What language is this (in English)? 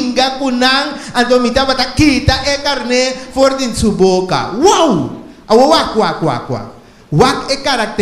Papiamento